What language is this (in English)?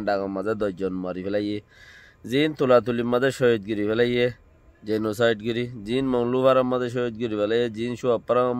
Rohingya